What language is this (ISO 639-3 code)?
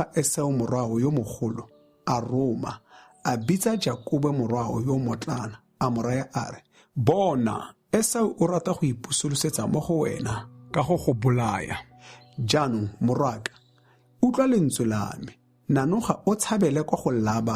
tsn